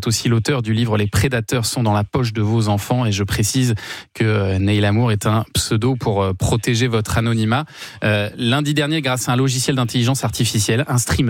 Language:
French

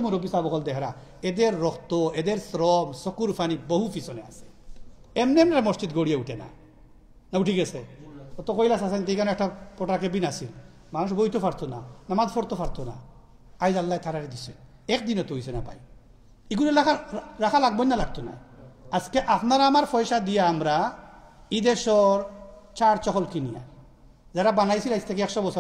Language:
Sylheti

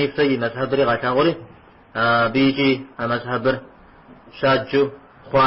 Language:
Kabardian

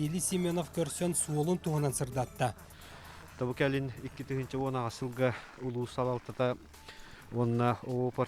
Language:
Yakut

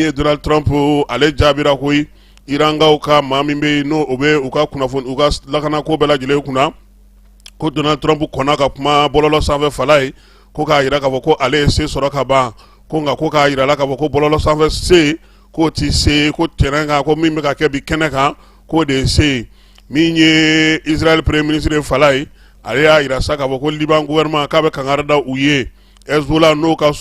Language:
Bambara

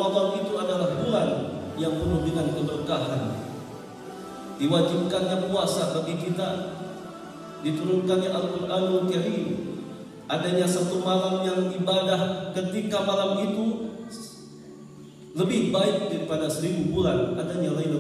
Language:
Indonesian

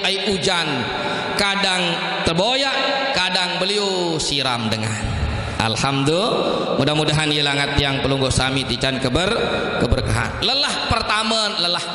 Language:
Sasak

